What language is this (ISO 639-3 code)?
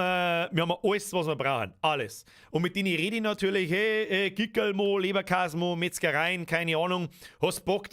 bar